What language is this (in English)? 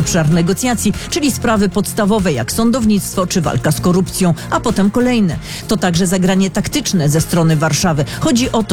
Polish